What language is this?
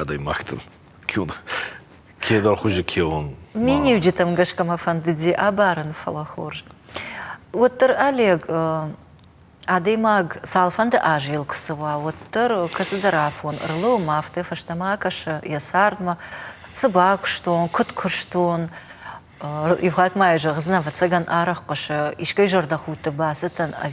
Ossetic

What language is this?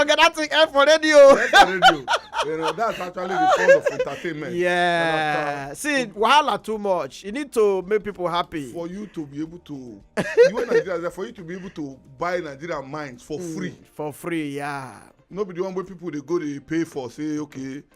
Nigerian Pidgin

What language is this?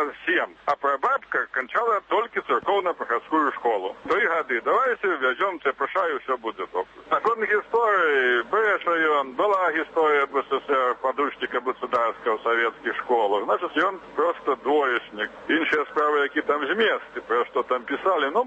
Belarusian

